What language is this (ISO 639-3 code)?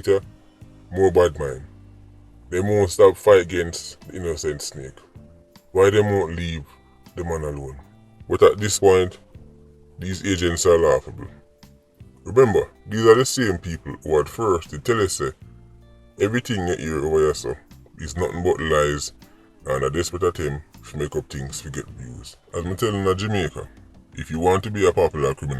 jam